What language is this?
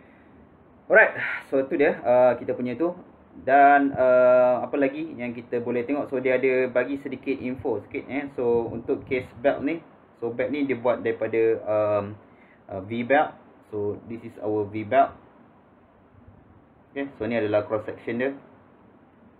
Malay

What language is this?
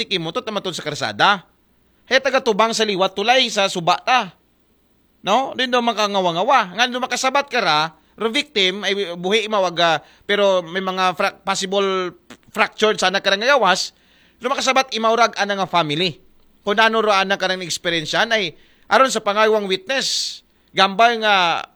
Aklanon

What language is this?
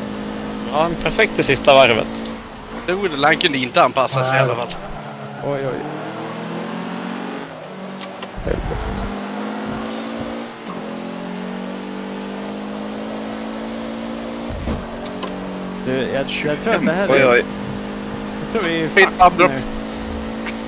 Swedish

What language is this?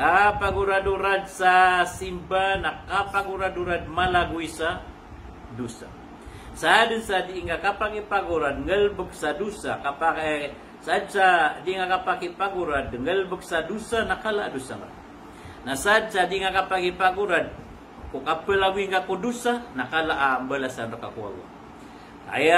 Maranao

